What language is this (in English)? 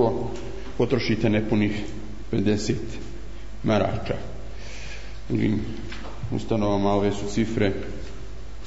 Bosnian